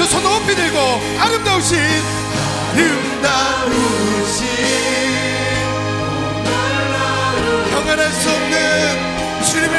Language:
Korean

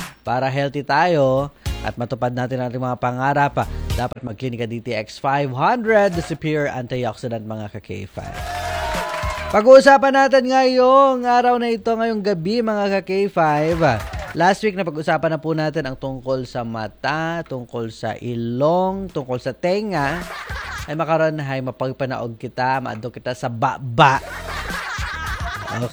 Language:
Filipino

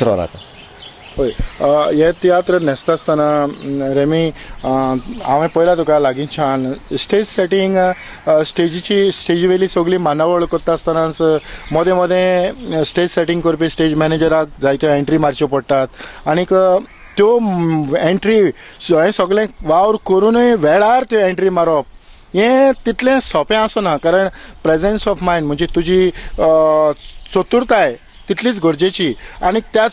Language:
Konkani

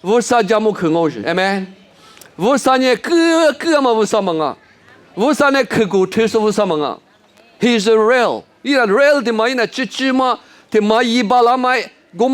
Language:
Lisu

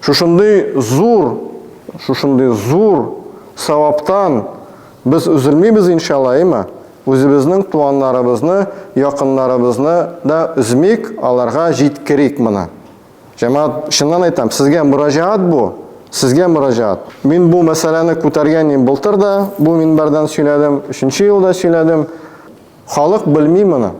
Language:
Tatar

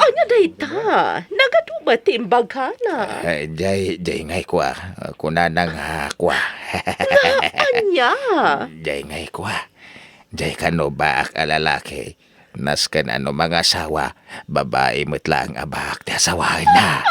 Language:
Iloko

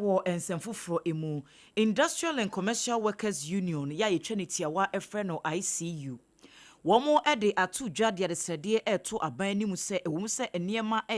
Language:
Akan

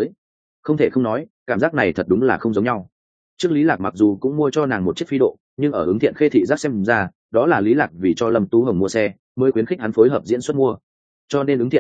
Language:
Vietnamese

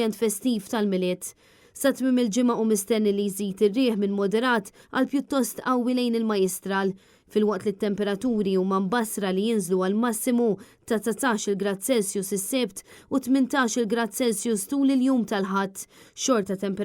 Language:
Maltese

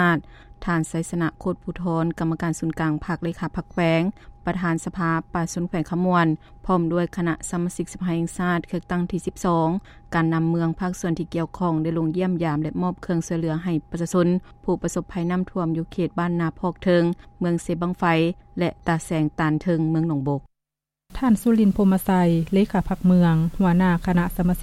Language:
Lao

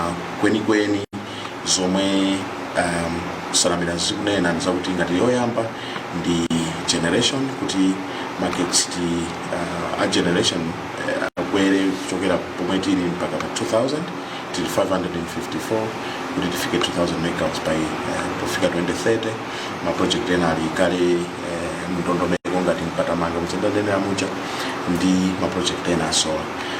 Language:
Nyanja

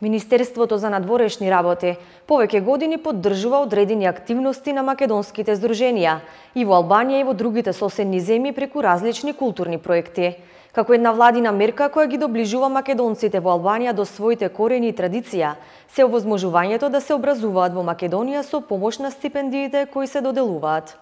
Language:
Macedonian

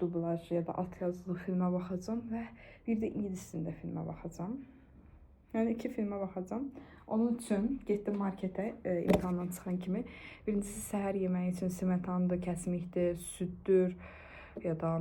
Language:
Azerbaijani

